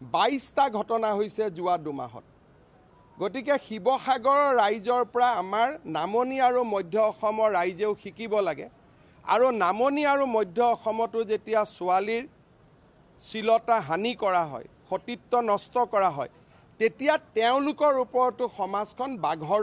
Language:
Assamese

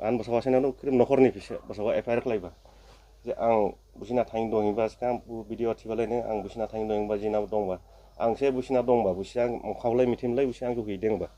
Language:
Dimasa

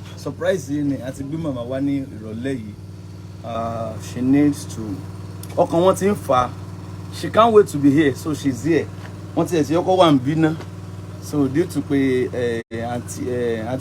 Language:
Yoruba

